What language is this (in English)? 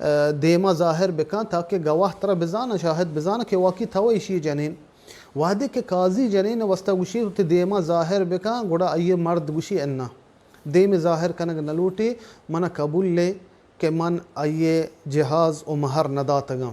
Baluchi